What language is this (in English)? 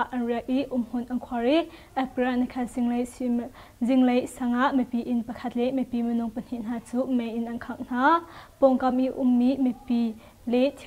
Hakha Chin